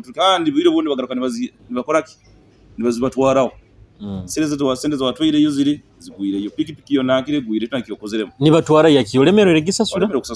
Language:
Nyoro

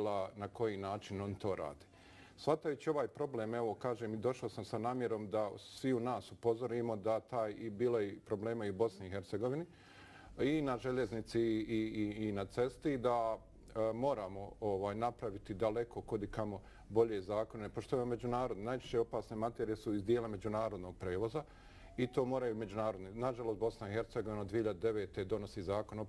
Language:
Bosnian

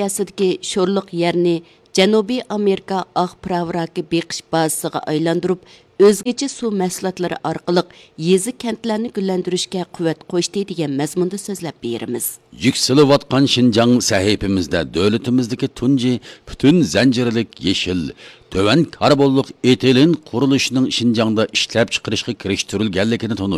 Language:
Uyghur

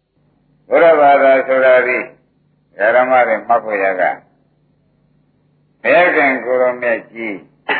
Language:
Burmese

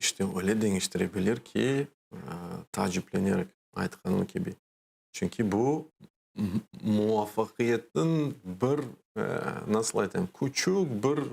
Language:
Crimean Tatar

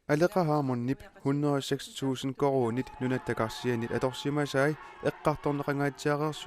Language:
Kalaallisut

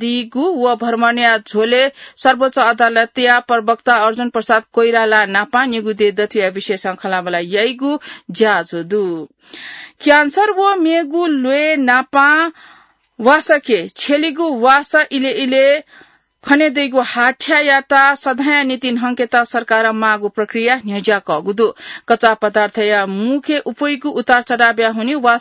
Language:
Newari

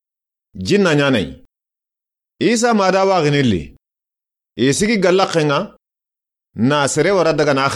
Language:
Soninke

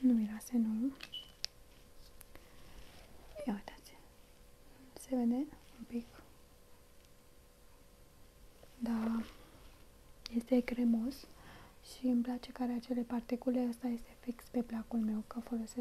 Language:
Romanian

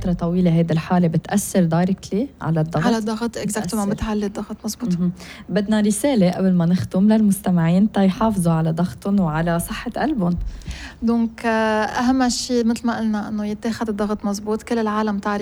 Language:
North Levantine Arabic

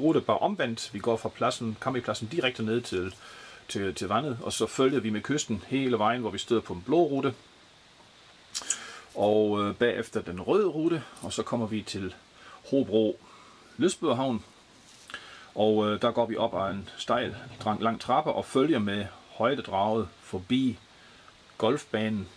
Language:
Danish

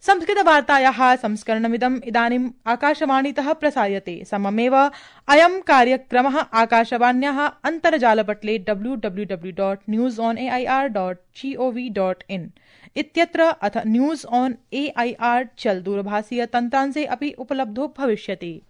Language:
Sanskrit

